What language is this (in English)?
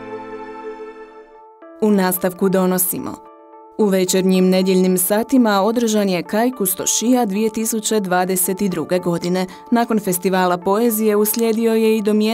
Croatian